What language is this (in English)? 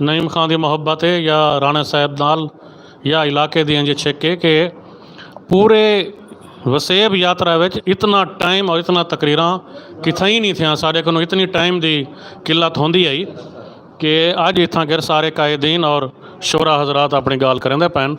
Saraiki